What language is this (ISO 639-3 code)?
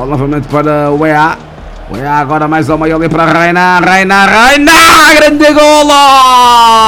por